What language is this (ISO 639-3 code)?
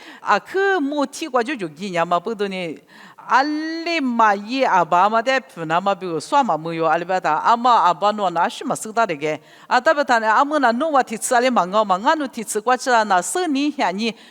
lis